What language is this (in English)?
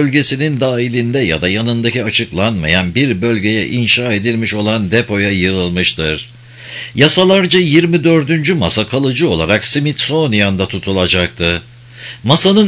Turkish